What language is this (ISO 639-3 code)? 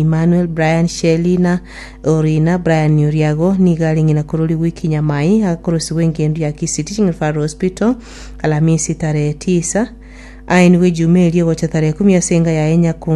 guz